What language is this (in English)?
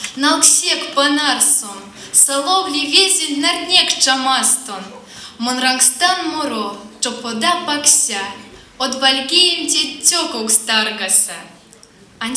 Erzya